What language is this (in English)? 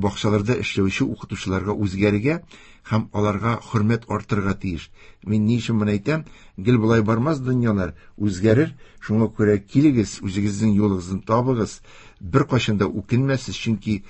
Tatar